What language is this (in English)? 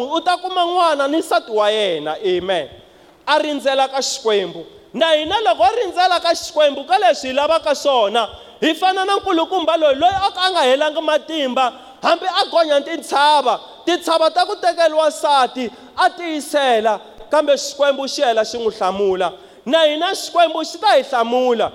Tsonga